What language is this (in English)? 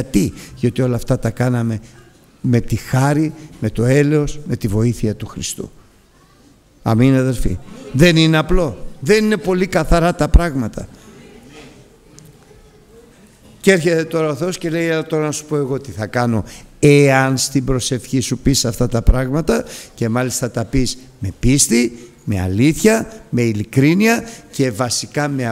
Greek